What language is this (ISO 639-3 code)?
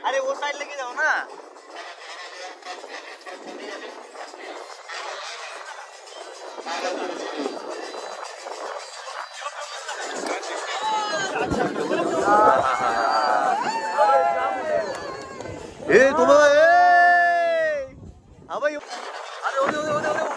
mar